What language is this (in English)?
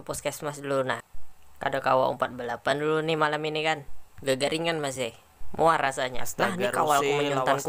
Banjar